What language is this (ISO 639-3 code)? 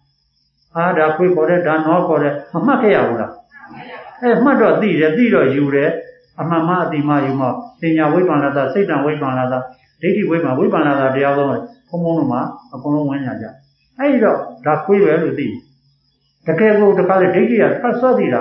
mya